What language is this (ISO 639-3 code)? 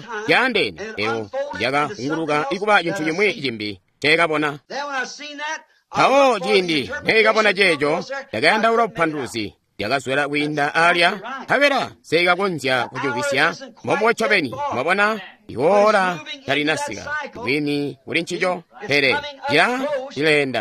toi